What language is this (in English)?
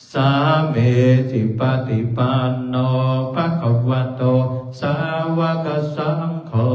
Pali